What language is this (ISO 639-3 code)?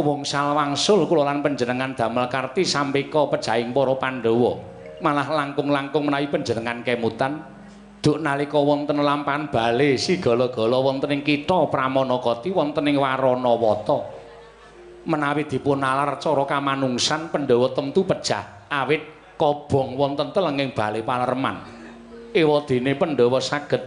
jav